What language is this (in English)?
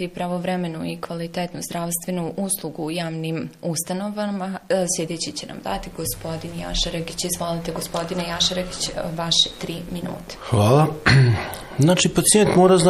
Bosnian